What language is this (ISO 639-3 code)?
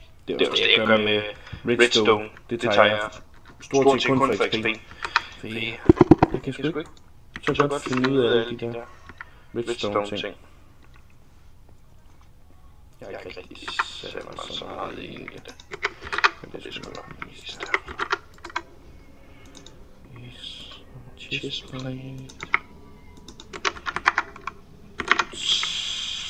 dan